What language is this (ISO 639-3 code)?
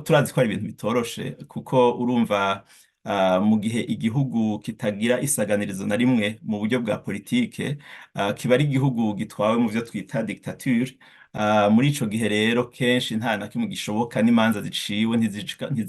run